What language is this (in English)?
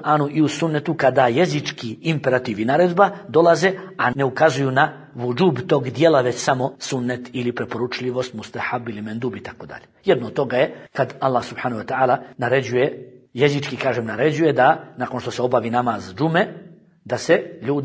Bosnian